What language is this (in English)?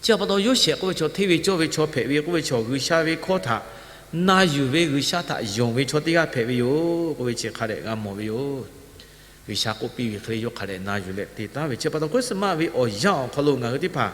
Lahu